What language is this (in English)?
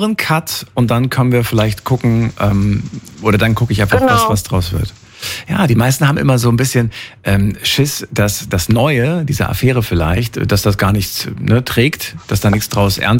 German